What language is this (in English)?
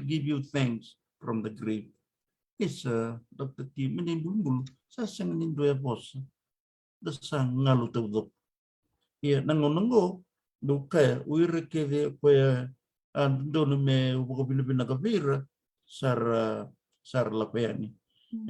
Fijian